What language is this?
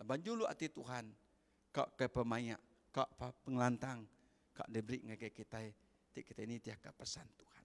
Iban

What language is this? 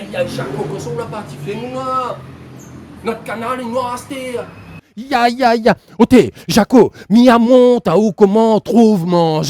Réunion Creole French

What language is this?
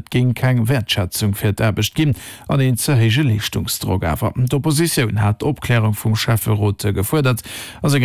Luxembourgish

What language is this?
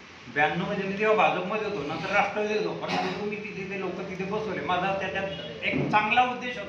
Marathi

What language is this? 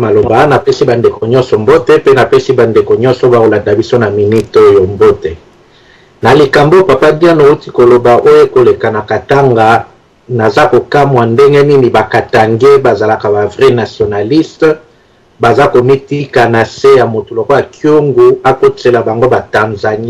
Lingala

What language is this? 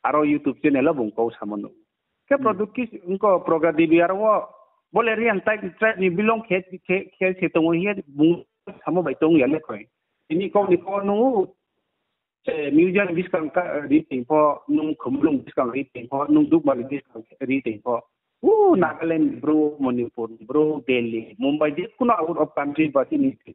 Riang (India)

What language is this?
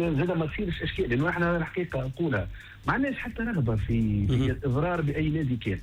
Tunisian Arabic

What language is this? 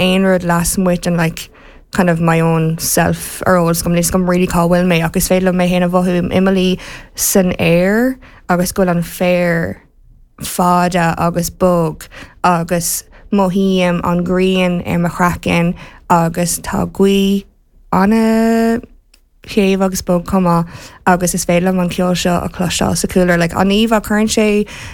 Irish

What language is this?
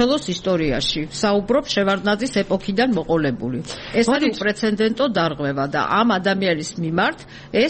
Georgian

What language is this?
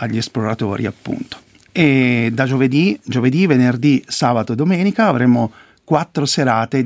Italian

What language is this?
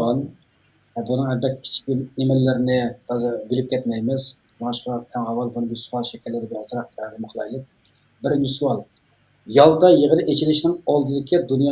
Uyghur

